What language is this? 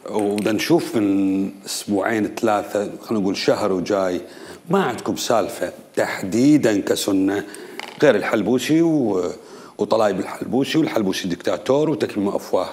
Mesopotamian Arabic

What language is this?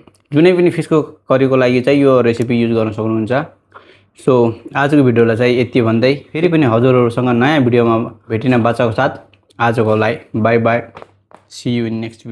Nepali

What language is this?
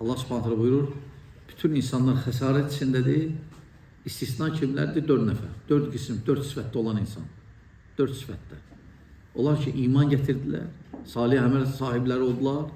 Azerbaijani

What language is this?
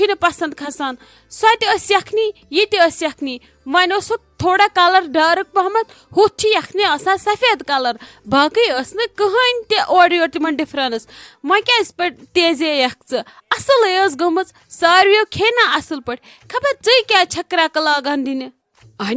Kashmiri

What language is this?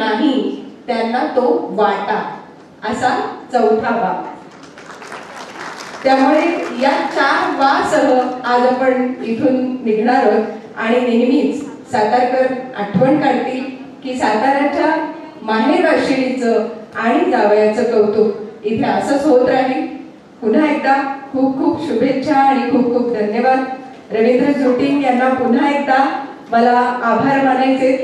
Marathi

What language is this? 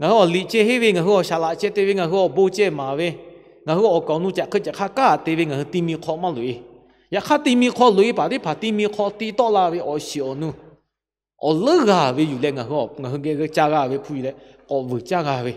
Lahu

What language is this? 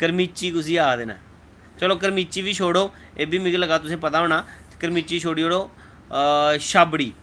Dogri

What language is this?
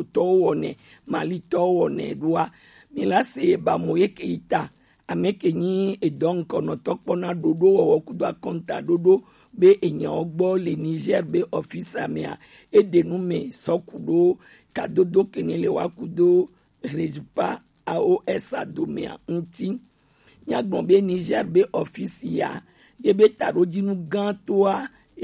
Gen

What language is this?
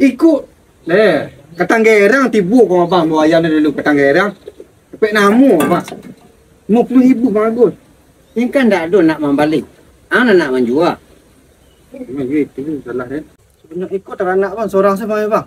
Minangkabau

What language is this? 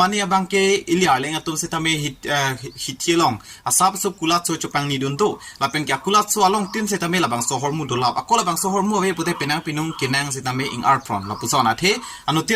Karbi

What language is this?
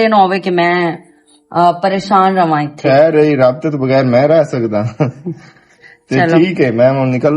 Western Panjabi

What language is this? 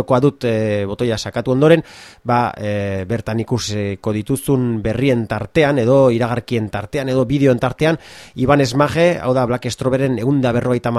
Basque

